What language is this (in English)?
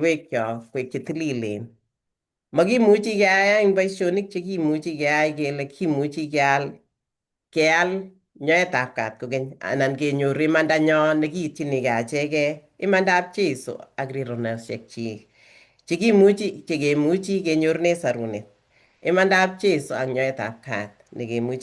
Kalenjin